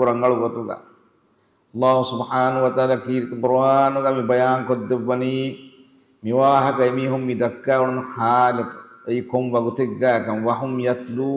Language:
Divehi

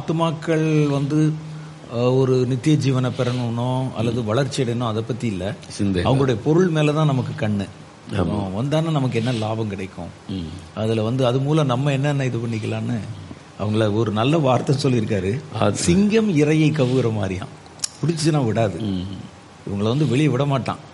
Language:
Tamil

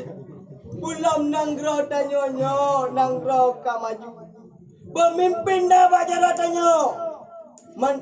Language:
Achinese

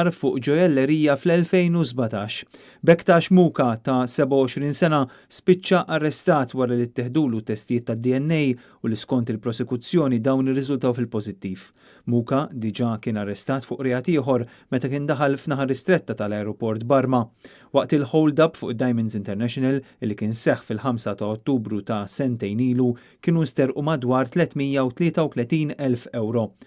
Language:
Maltese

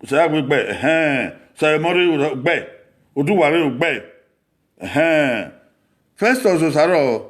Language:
Bini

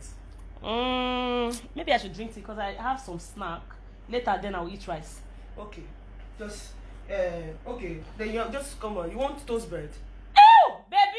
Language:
Nigerian Pidgin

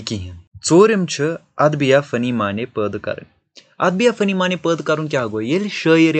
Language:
Kashmiri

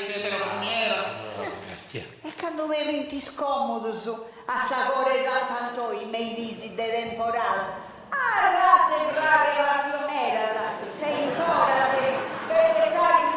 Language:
Sardinian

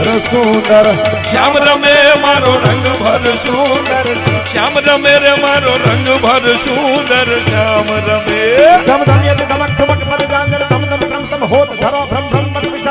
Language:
Gujarati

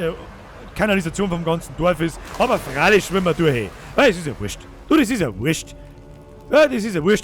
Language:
Bavarian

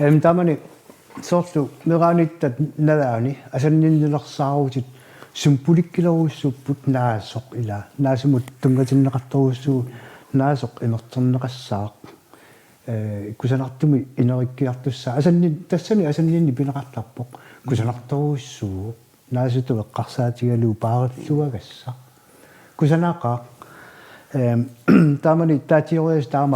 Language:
Kalaallisut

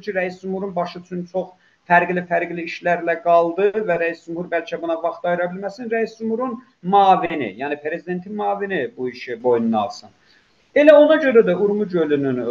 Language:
South Azerbaijani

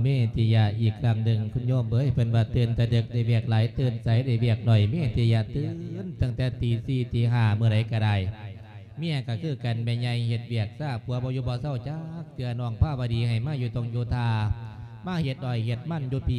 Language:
Lao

